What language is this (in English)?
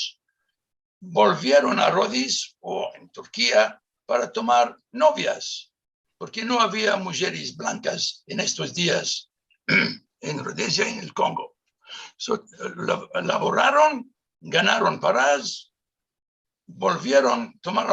Ladino